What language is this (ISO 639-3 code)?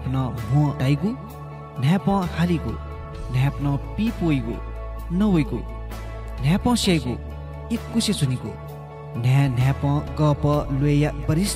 new